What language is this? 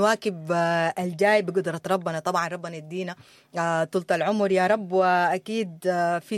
Sudanese Arabic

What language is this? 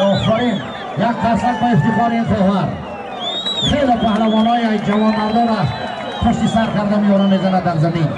Tajik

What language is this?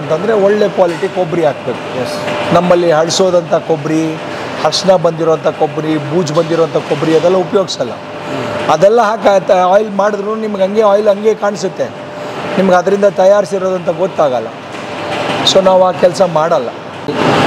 Kannada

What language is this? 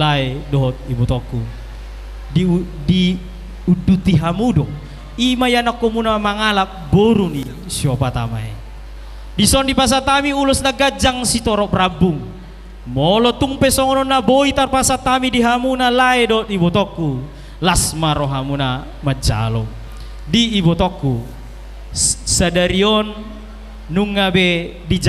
Batak Toba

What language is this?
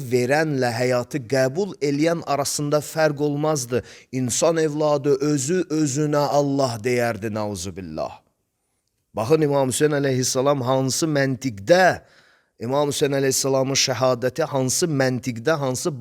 Azerbaijani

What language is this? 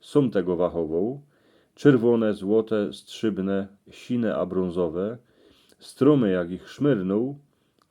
Silesian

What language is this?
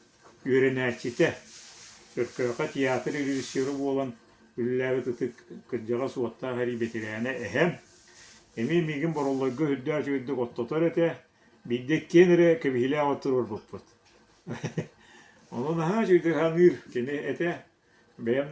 Yakut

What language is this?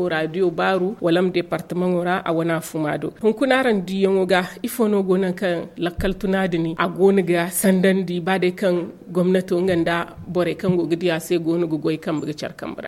Zarma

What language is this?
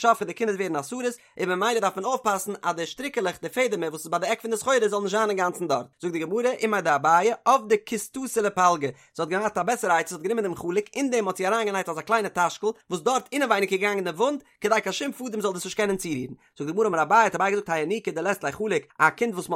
Yiddish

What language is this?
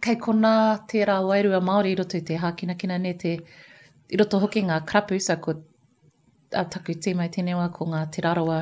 Māori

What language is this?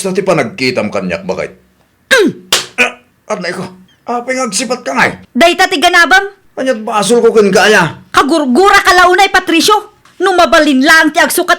Iloko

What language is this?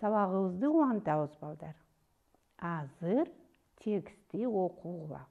Kyrgyz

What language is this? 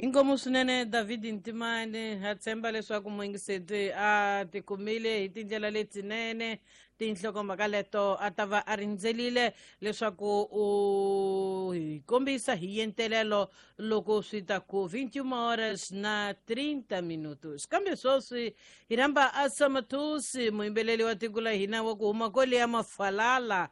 Tsonga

